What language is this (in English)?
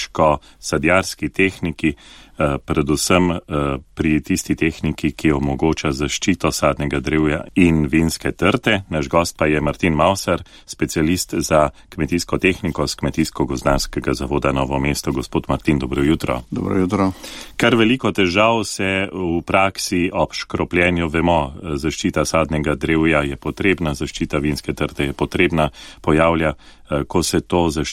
Slovenian